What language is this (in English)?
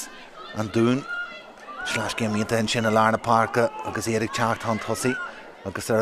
Irish